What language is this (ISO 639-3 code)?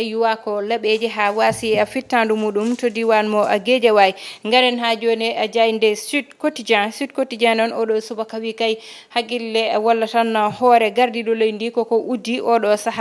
ful